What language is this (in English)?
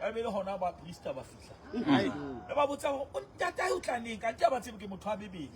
Southern Sotho